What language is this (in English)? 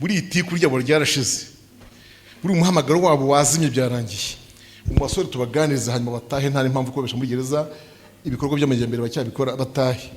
Kinyarwanda